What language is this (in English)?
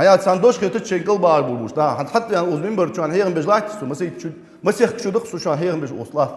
Ingush